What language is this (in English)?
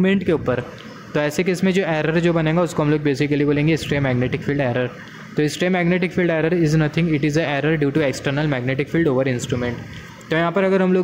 Hindi